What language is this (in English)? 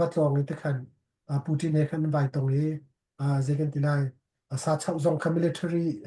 Hakha Chin